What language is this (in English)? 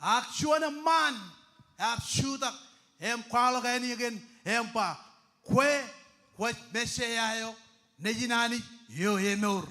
Marshallese